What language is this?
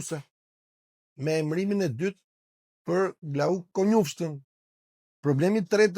Albanian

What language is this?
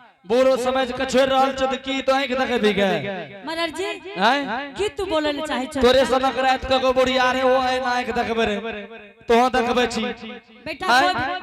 Angika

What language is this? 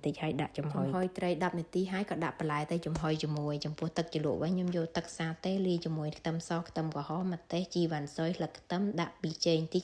Khmer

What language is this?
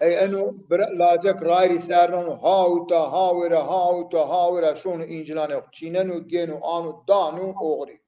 Zaza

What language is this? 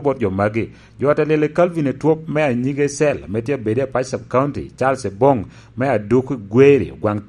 Lango (Uganda)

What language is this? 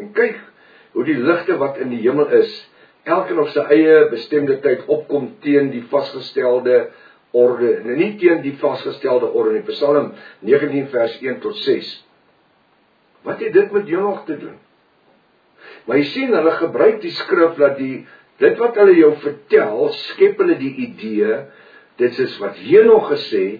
Afrikaans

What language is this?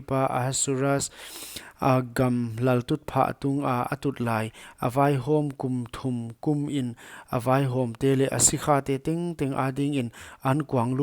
Paite Chin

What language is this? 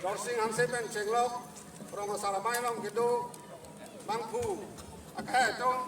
Karbi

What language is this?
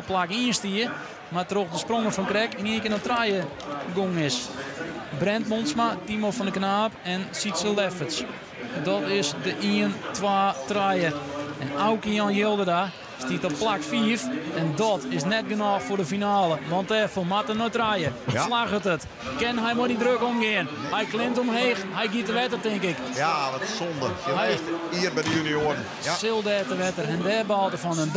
Western Frisian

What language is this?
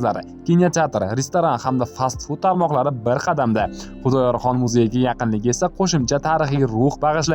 Uzbek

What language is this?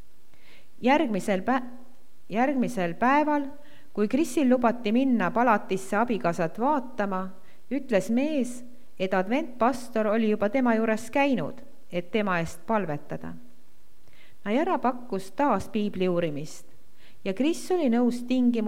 Estonian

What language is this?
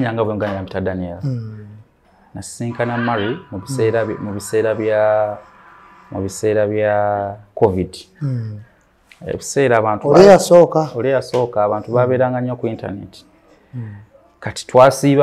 Ganda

